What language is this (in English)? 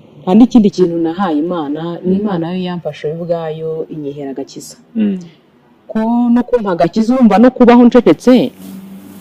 Kinyarwanda